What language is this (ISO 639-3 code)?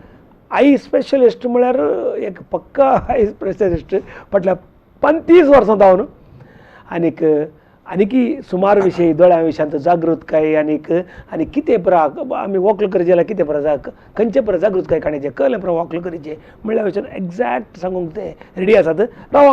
kok